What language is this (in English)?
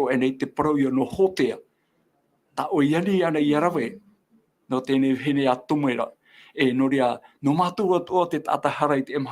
Tahitian